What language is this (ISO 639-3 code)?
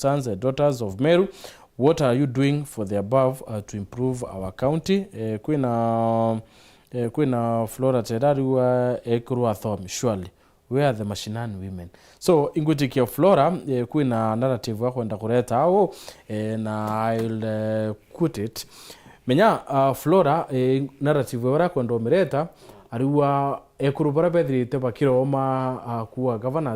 mer